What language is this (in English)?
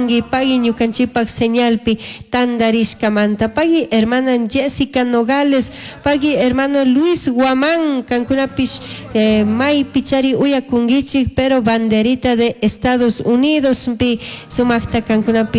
Chimborazo Highland Quichua